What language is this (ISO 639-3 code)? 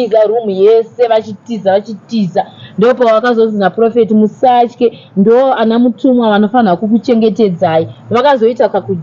sna